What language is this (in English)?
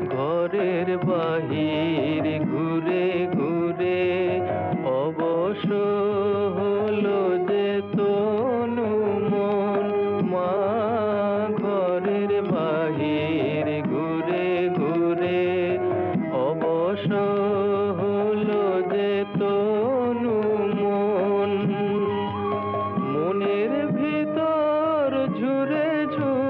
Bangla